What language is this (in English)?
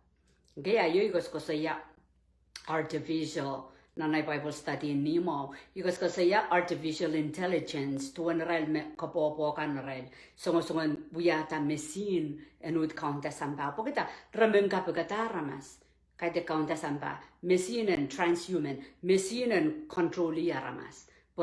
Pohnpeian